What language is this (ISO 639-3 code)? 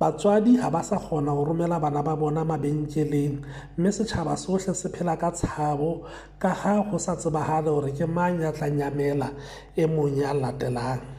sot